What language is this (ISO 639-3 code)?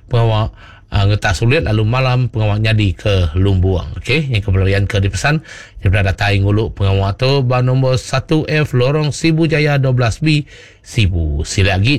iba